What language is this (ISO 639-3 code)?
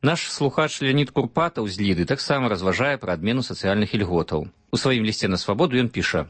bel